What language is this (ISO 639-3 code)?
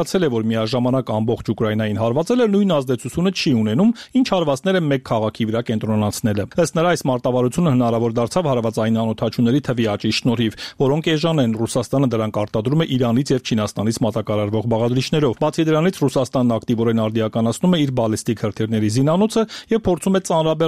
hye